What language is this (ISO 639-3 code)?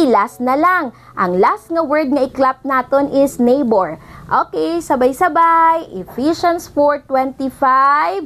hil